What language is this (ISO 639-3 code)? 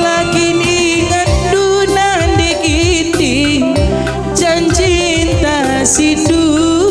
btx